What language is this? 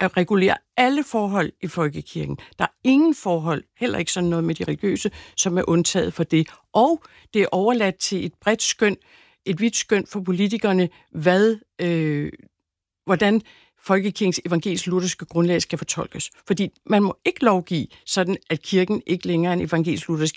Danish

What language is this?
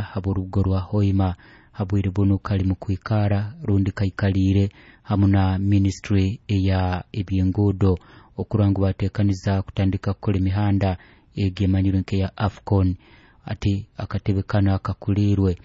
Nyoro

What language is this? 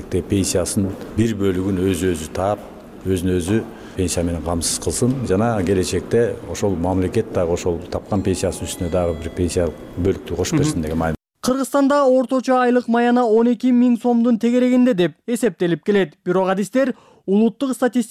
Kyrgyz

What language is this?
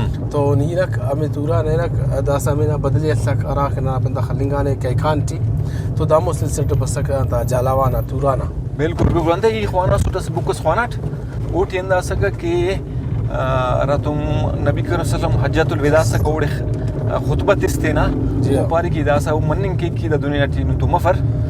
Brahui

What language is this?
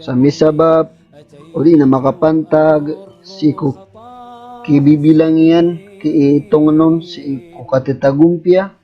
Maranao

